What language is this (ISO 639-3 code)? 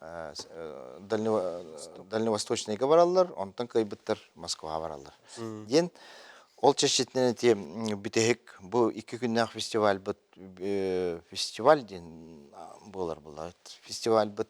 sah